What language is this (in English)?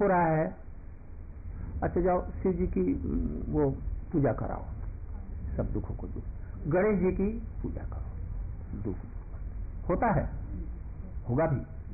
Hindi